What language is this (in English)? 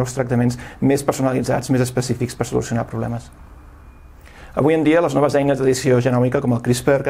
Catalan